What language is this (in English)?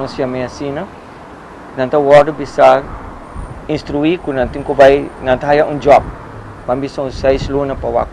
Papiamento